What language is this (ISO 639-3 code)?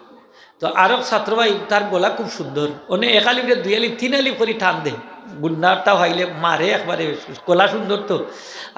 syl